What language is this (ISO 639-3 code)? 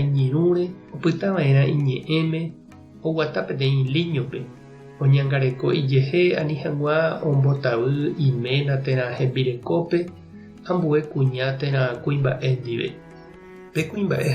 grn